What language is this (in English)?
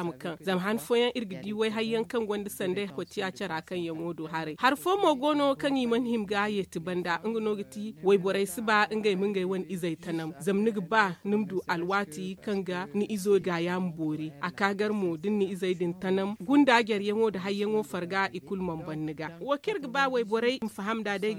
Zarma